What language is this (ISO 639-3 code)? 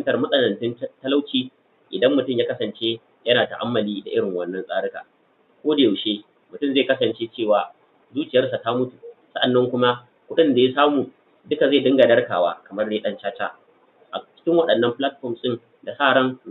hau